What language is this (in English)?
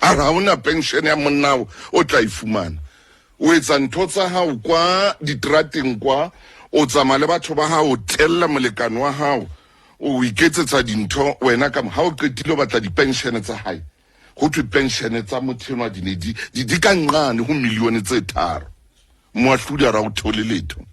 Southern Sotho